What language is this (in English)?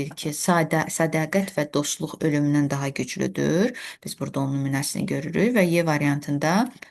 Azerbaijani